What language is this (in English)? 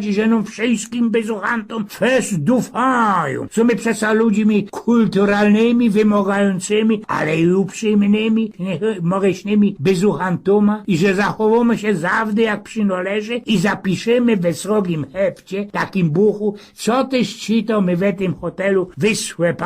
Silesian